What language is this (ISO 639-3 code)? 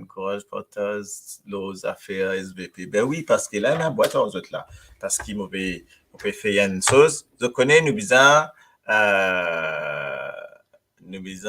mfe